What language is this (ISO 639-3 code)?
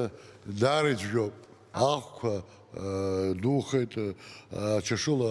abk